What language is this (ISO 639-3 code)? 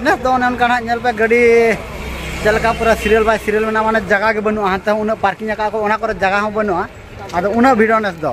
sat